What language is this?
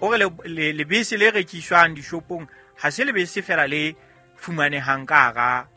Southern Sotho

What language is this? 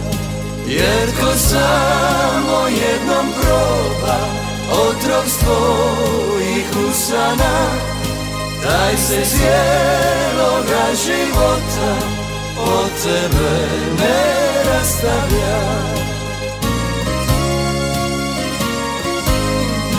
Croatian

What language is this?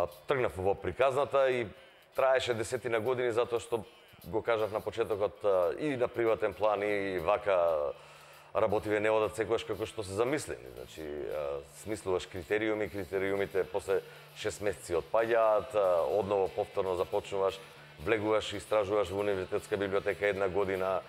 Macedonian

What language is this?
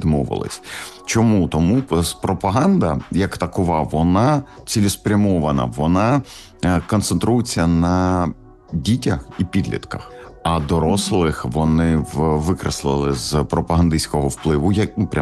Ukrainian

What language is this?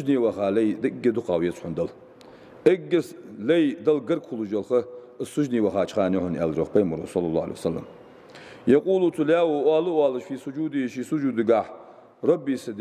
Ingush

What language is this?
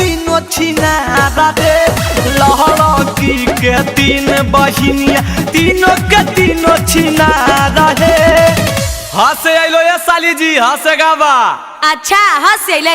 Magahi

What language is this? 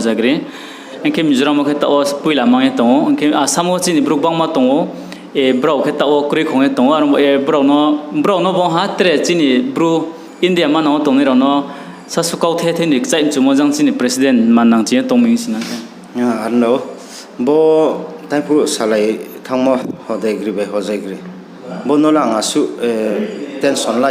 Riang (India)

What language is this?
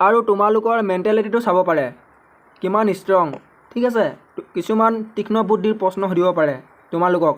Assamese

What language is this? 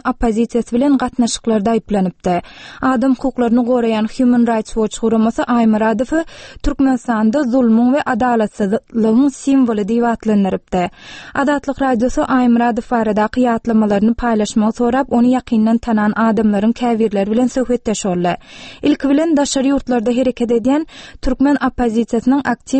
Turkmen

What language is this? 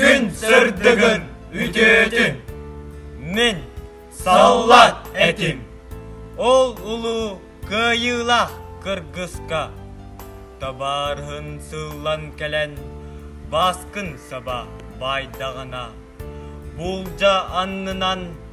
Yakut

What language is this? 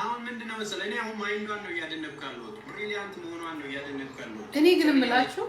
Amharic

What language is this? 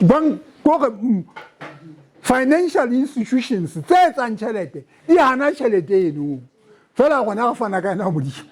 Southern Sotho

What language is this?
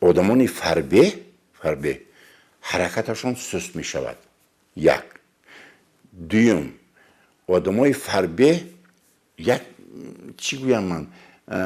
Tajik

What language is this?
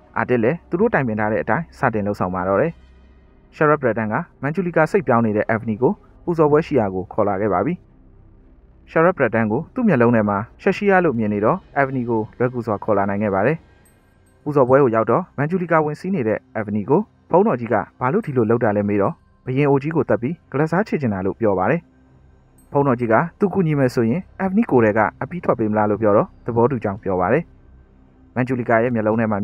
Burmese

